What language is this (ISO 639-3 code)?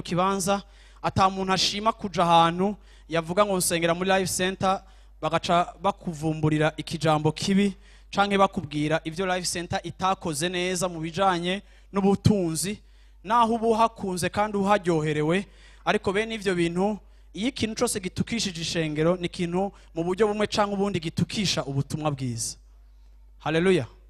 run